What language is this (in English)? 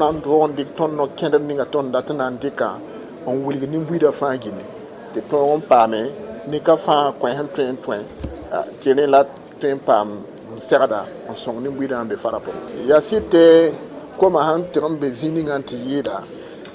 Mossi